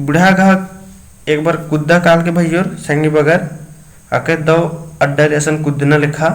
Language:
Kurukh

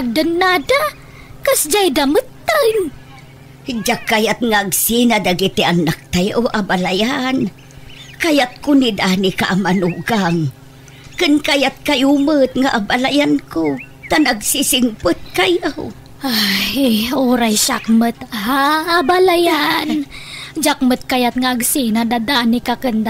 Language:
Iloko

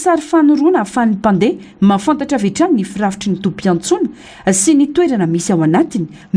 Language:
Malagasy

